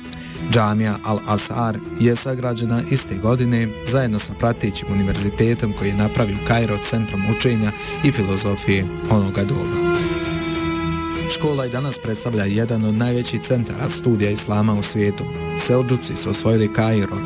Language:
Bosnian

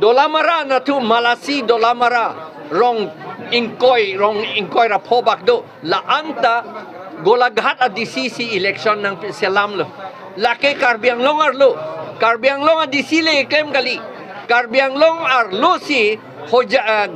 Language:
Karbi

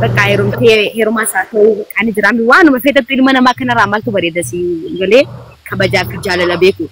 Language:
Oromo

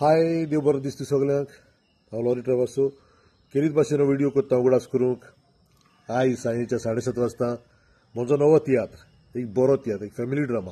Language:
Konkani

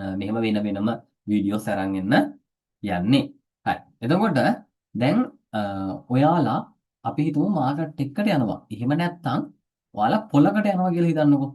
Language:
Sinhala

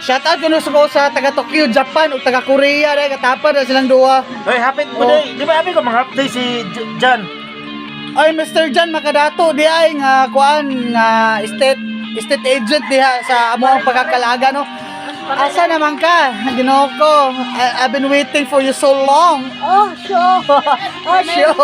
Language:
Cebuano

